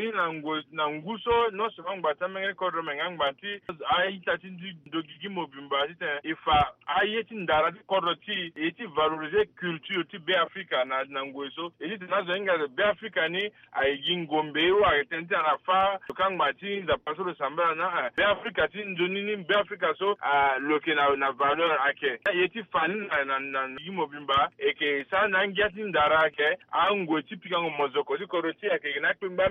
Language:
Sango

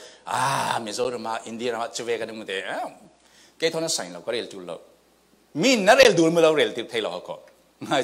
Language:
Falam Chin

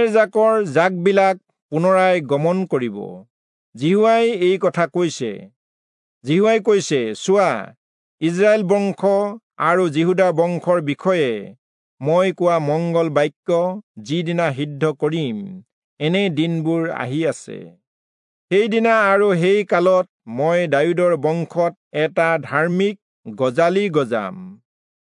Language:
Assamese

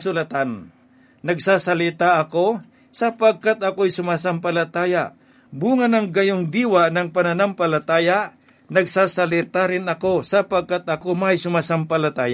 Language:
Filipino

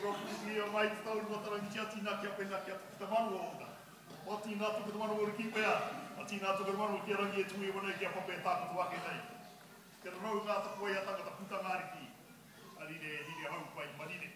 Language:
Māori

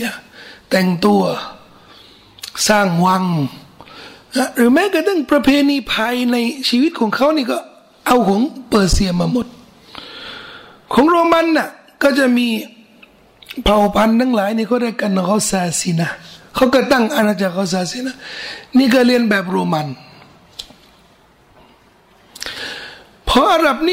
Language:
Thai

